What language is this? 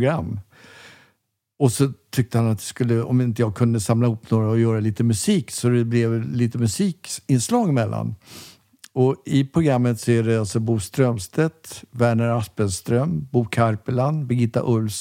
Swedish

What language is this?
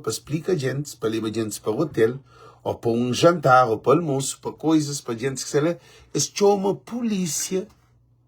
Kabuverdianu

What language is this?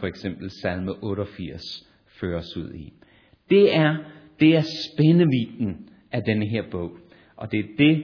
Danish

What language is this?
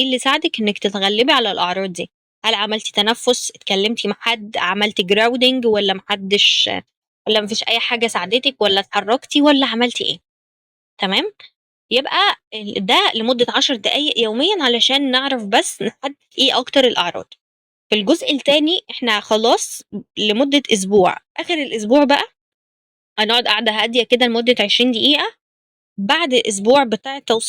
Egyptian Arabic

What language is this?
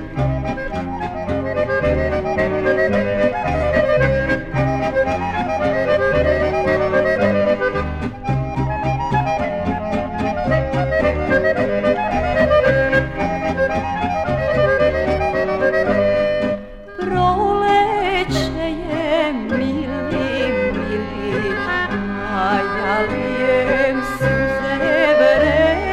Serbian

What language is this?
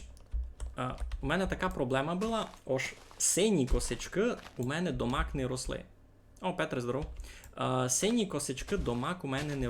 Rusyn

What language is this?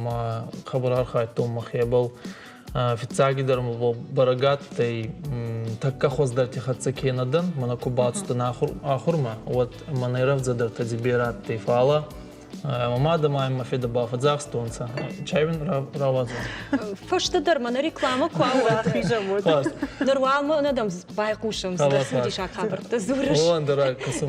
Ossetic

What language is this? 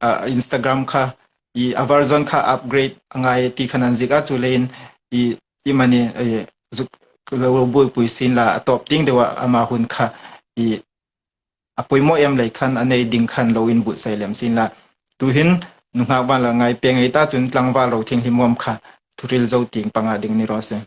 Hmar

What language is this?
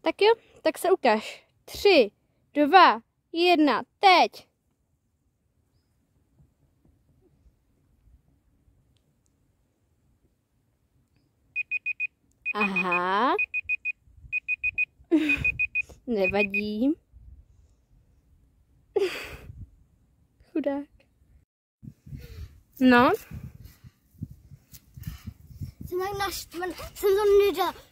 Czech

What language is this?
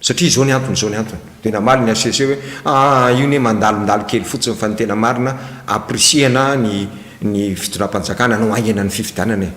Malagasy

